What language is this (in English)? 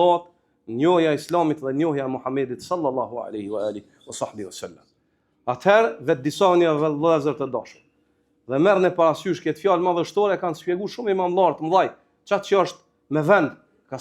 Albanian